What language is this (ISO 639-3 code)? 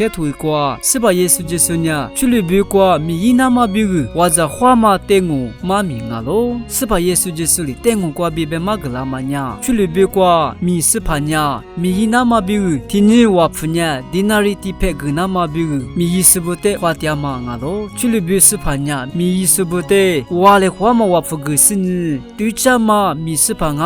lis